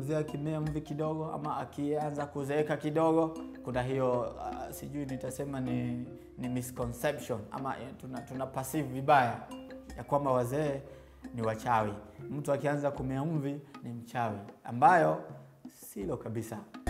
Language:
Swahili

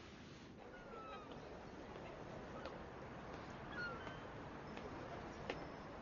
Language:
Bulgarian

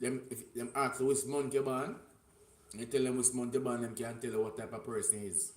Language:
Jamaican Creole English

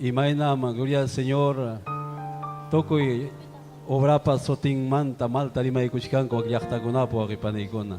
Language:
Ayacucho Quechua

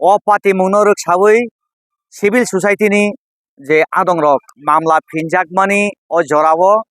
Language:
Kok Borok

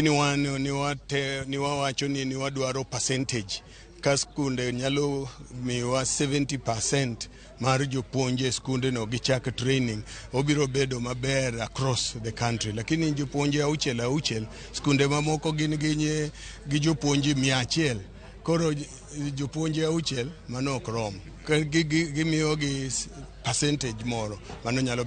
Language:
Luo (Kenya and Tanzania)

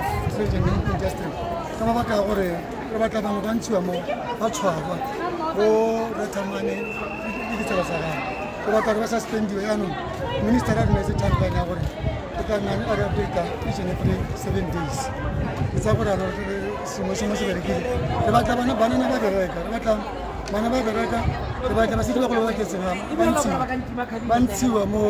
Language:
Tswana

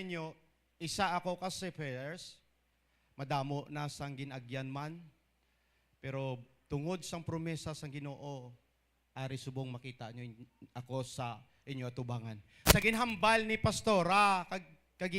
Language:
Hiligaynon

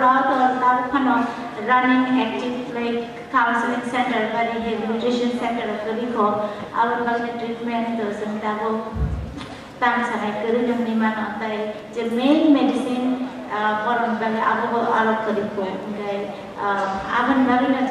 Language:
Kok Borok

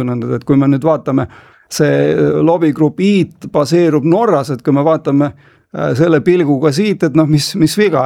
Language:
Estonian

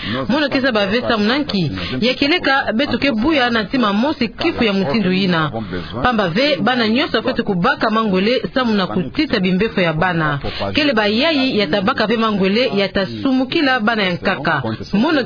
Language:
Kituba (Democratic Republic of Congo)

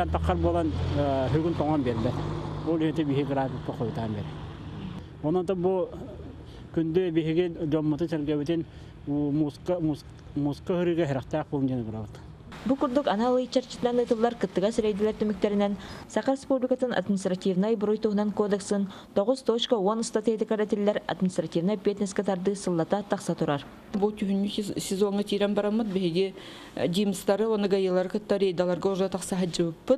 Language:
Yakut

